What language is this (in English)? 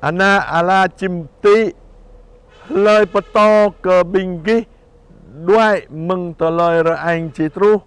Jarai